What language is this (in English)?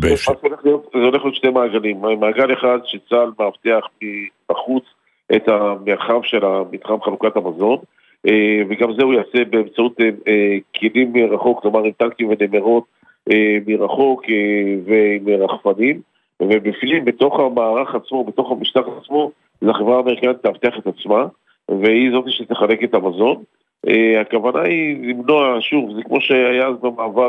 Hebrew